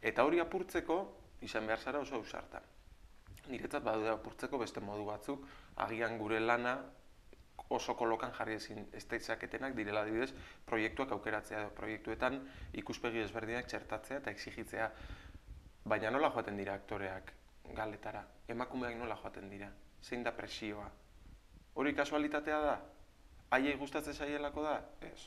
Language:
Basque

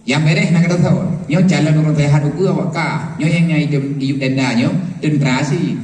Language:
Achinese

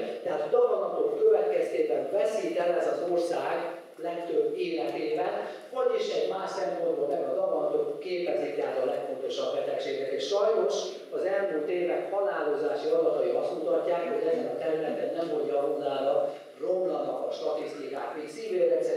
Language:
Hungarian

